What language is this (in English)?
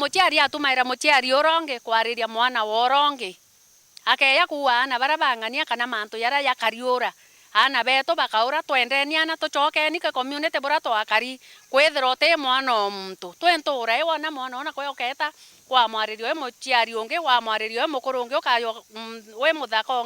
Meru